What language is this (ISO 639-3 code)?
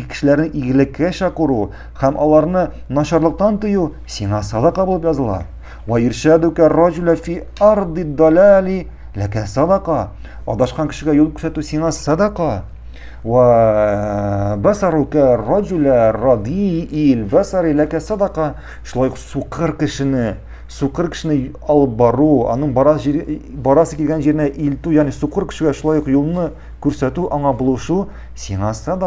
tat